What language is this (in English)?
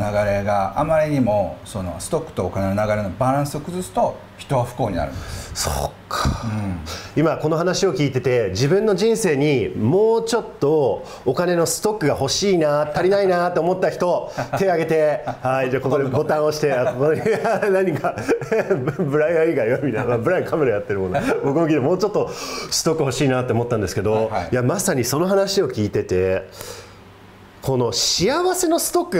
Japanese